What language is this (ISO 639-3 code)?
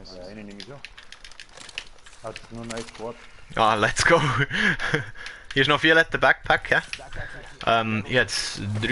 gsw